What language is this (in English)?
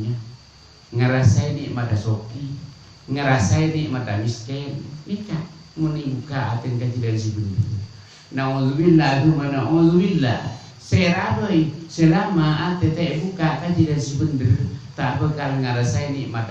Madurese